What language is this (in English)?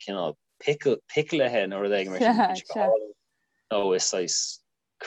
Irish